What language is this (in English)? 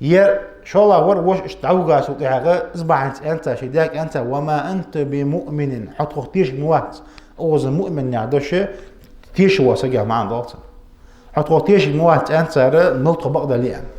Ingush